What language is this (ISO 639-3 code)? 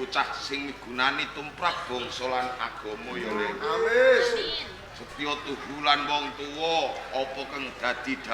jav